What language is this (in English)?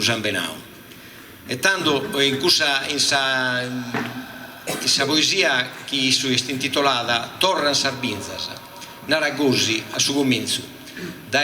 Sardinian